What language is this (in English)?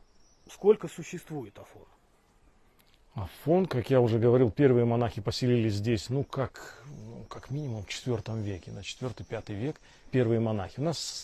Russian